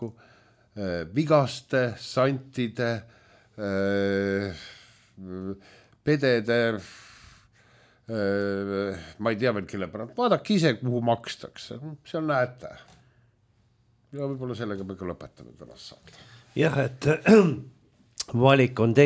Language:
Estonian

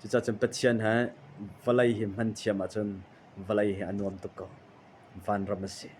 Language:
Hakha Chin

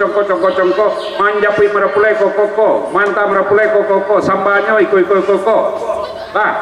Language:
Minangkabau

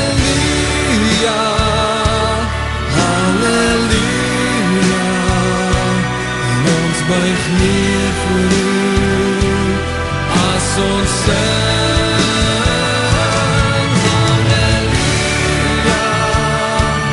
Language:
Afrikaans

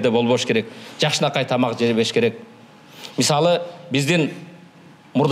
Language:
Kyrgyz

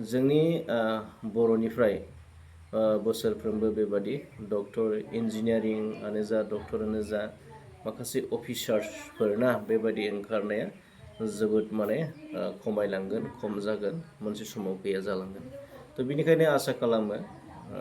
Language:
Bodo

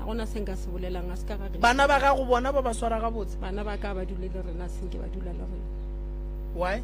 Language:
Northern Sotho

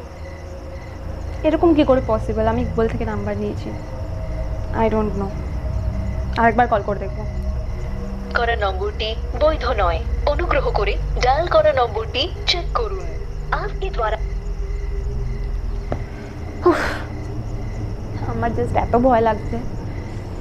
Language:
Bangla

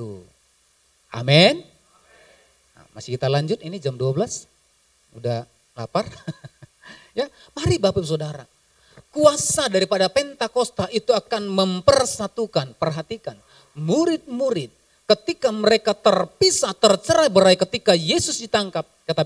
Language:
Indonesian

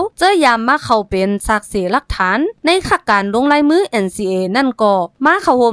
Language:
Shan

